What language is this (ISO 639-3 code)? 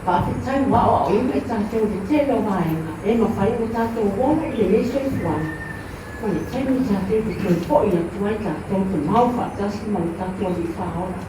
smo